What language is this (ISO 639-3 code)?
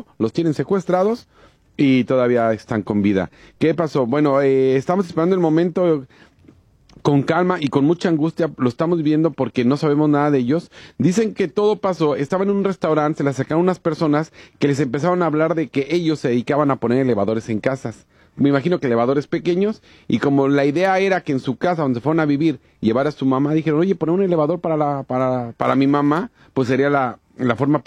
spa